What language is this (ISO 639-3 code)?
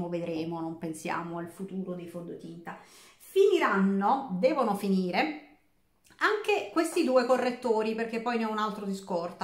ita